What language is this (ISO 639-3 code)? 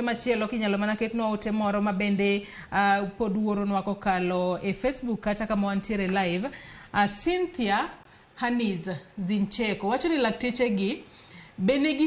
luo